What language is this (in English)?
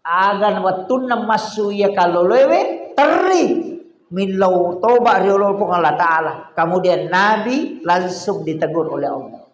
Buginese